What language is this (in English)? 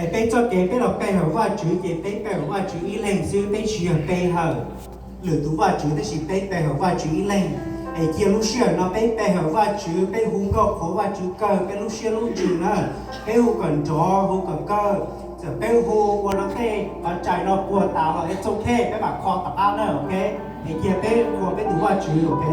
Hmong